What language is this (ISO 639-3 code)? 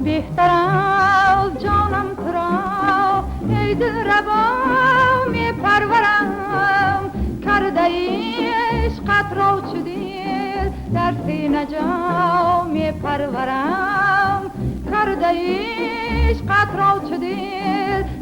tgk